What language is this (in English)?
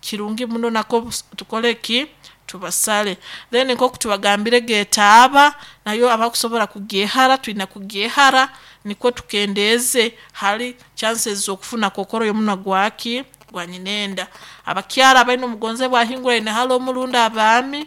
Nyoro